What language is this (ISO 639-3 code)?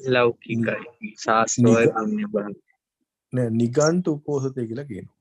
sin